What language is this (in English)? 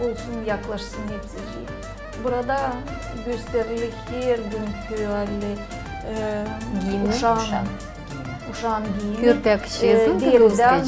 Gagauz